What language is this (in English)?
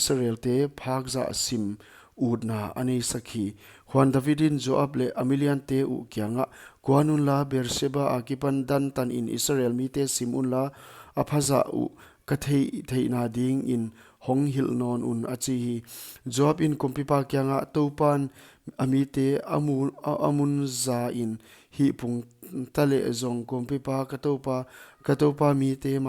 Paite Chin